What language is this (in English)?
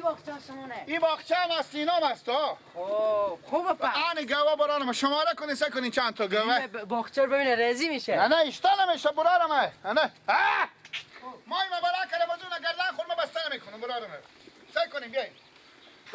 Persian